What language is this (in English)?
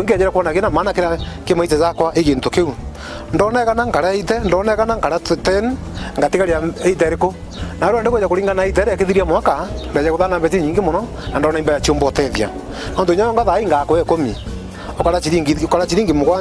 Meru